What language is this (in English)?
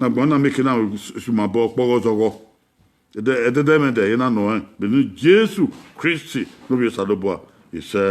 Bini